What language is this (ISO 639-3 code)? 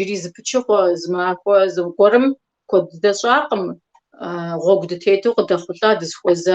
kbd